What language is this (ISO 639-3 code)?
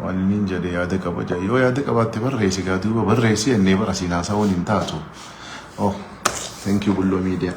orm